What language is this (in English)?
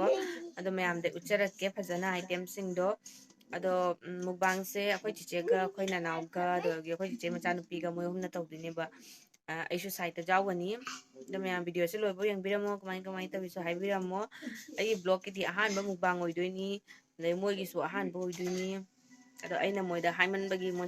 Manipuri